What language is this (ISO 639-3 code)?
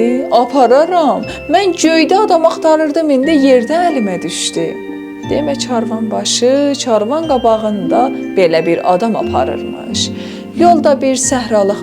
azb